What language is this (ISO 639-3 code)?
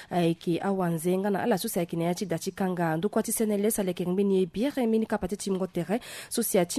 sag